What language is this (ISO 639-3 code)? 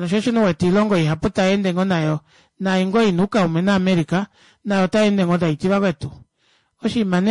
kua